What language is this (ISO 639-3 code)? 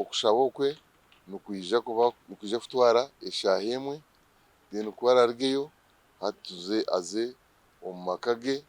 nyn